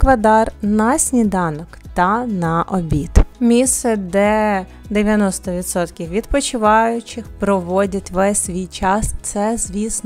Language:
Ukrainian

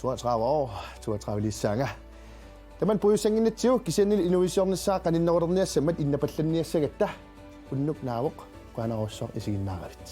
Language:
Kalaallisut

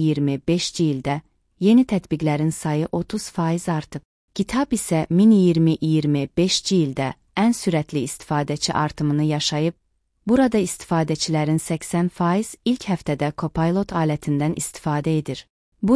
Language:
Azerbaijani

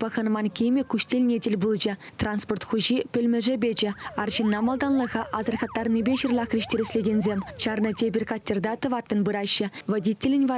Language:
Chuvash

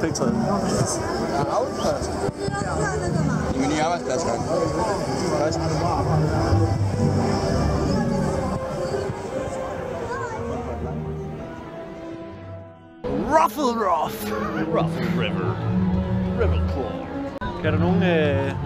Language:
Danish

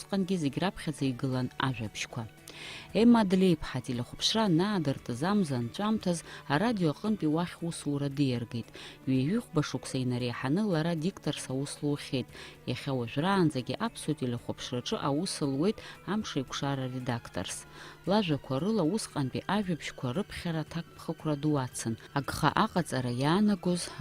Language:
Abkhazian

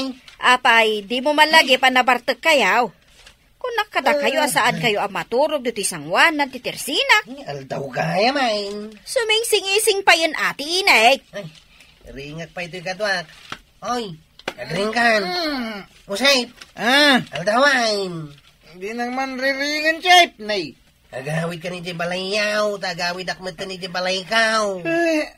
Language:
Iloko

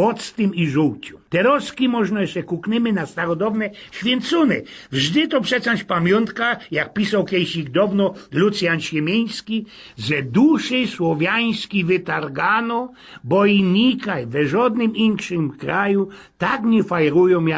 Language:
Silesian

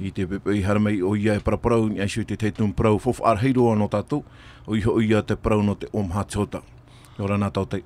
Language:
Tahitian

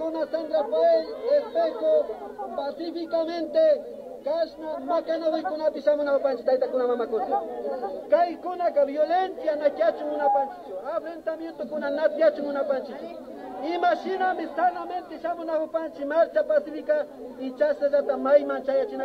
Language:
Imbabura Highland Quichua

